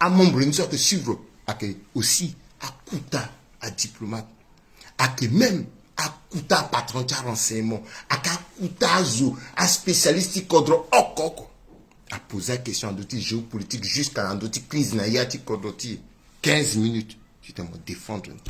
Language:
Sango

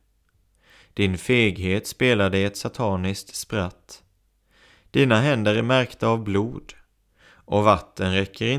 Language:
Swedish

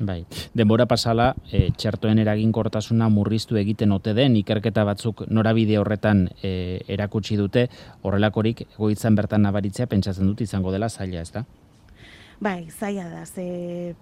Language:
Basque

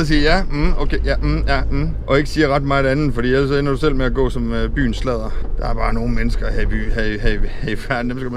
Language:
Danish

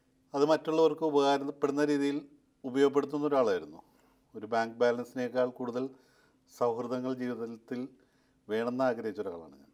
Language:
Malayalam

